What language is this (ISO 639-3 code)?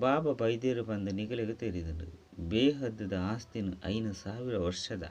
tcy